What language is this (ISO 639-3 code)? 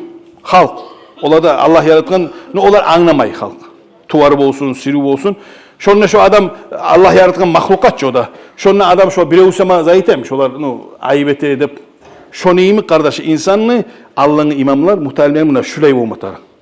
kum